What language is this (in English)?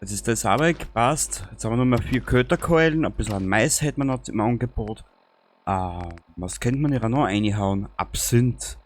Bavarian